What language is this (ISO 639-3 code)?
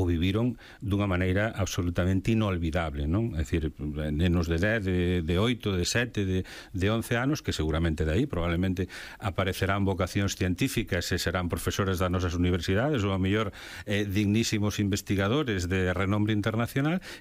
glg